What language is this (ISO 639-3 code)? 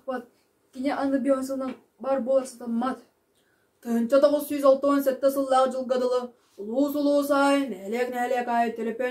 sah